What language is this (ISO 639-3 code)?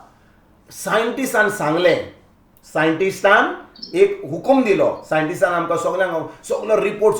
kok